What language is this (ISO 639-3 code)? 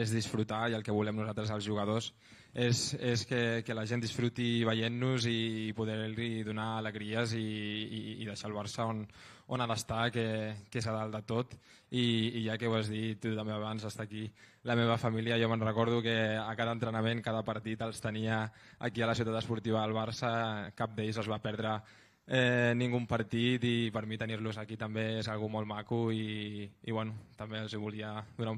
cat